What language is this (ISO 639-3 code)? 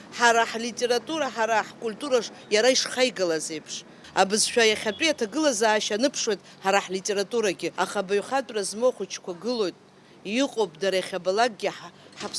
abk